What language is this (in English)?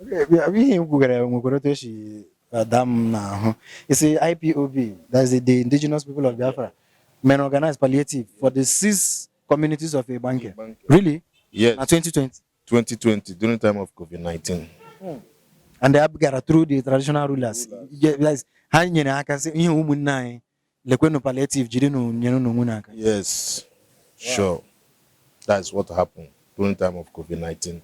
Igbo